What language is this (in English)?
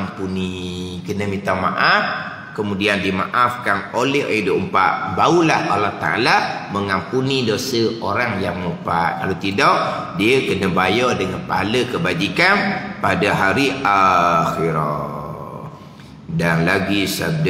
Malay